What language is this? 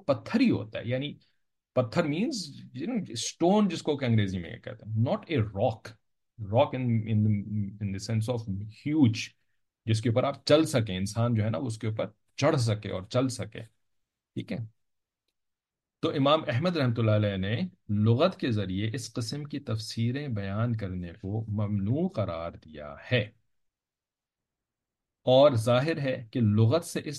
Urdu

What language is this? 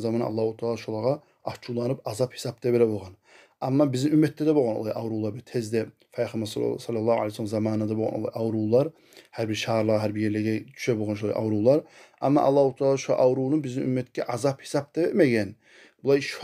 Kumyk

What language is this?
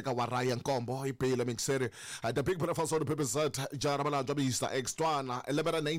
Tsonga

